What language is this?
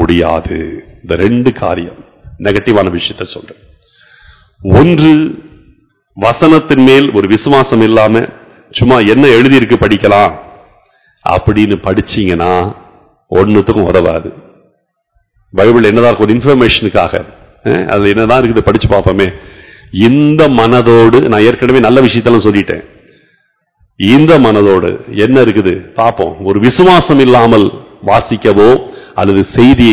Tamil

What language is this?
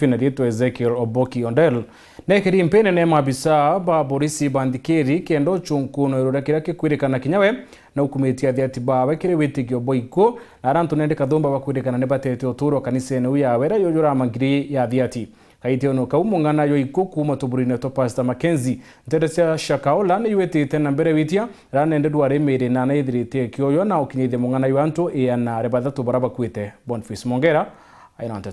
Meru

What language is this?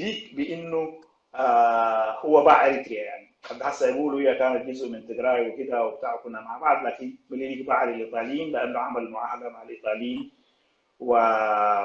Sudanese Arabic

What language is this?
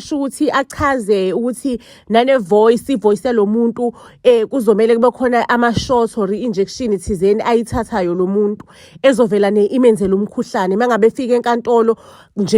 Zulu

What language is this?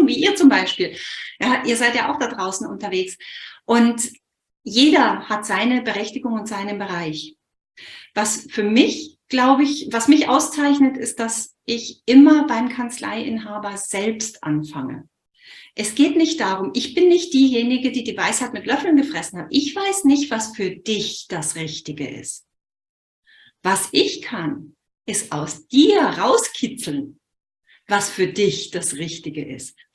German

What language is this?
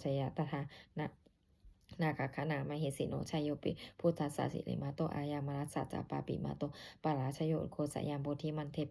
Pali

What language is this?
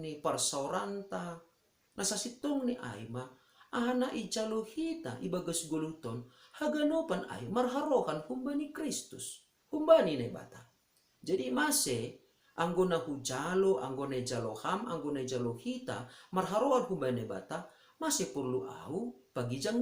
Batak Simalungun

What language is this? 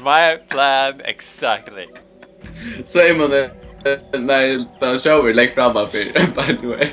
Faroese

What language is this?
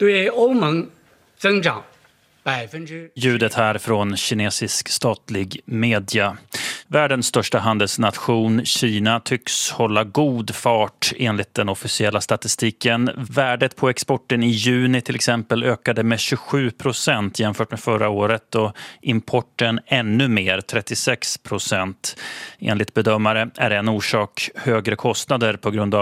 Swedish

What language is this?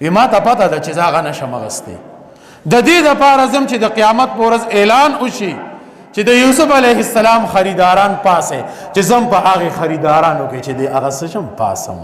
Pashto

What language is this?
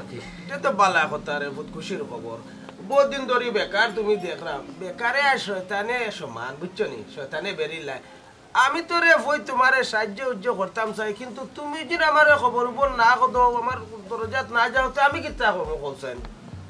Sylheti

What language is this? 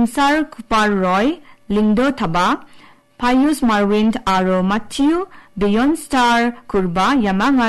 Garo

